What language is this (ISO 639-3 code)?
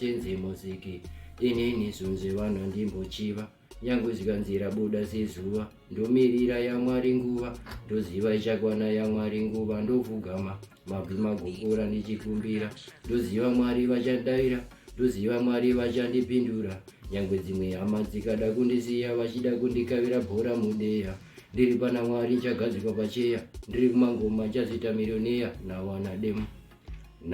sna